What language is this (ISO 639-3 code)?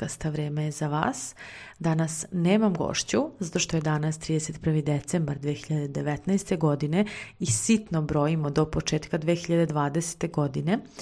srp